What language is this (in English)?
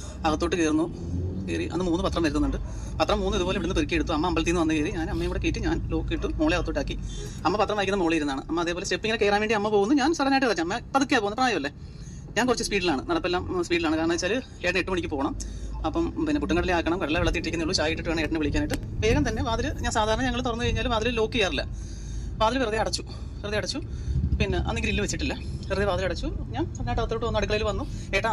Malayalam